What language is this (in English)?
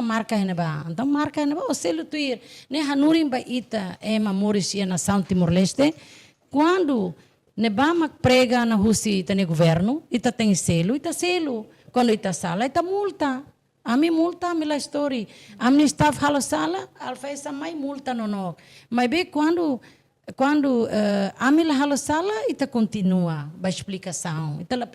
Tetum